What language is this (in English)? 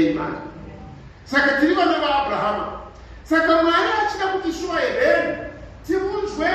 Shona